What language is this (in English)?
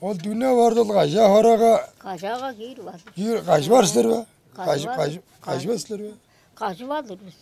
Tuvinian